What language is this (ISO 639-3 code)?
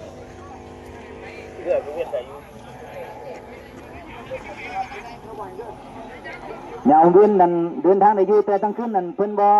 lao